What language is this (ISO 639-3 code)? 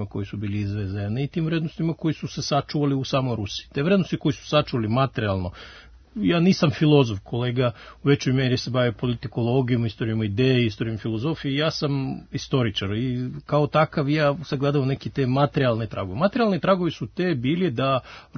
srp